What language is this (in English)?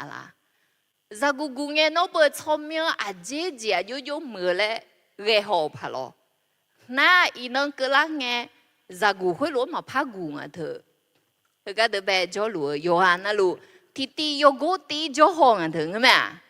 Akha